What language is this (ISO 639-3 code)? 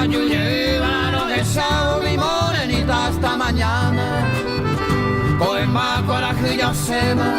grn